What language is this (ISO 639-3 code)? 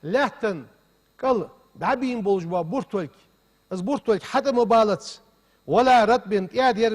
inh